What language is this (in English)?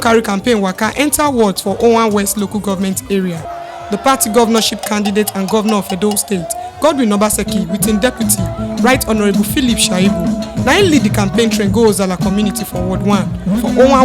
Nigerian Pidgin